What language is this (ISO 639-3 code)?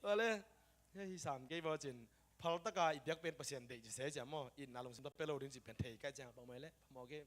ctd